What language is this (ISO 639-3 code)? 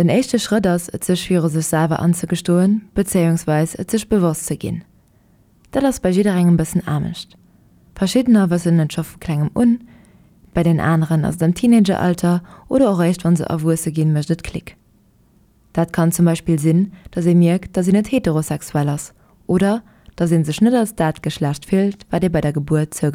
ltz